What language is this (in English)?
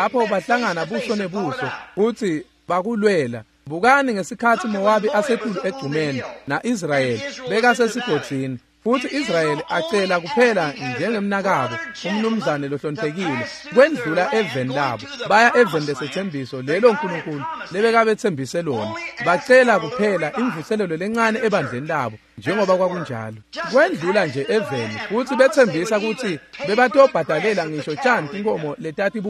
Swati